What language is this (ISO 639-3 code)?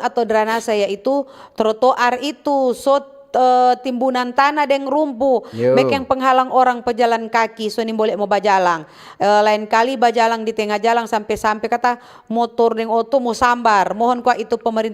xmm